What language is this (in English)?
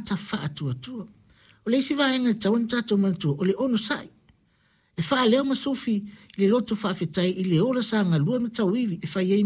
Samoan